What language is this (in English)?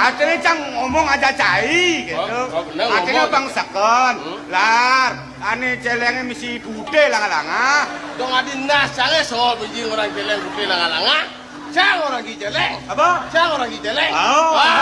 Balinese